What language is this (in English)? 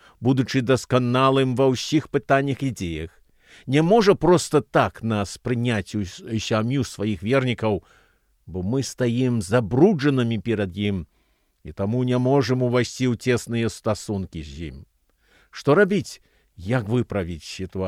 Belarusian